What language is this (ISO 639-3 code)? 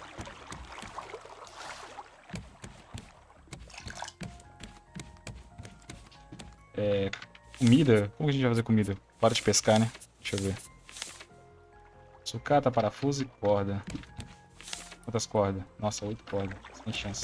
por